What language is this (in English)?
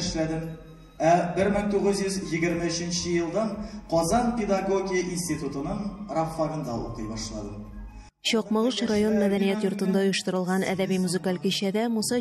Tatar